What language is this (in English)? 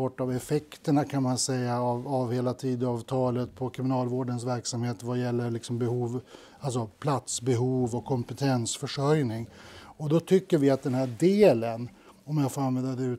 Swedish